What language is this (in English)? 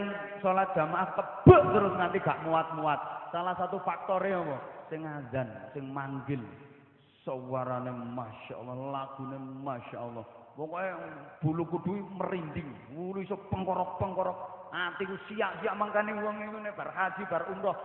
Javanese